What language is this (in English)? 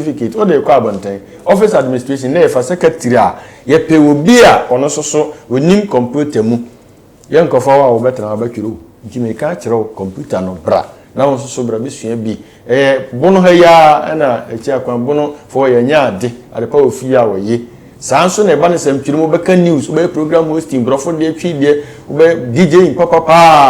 Akan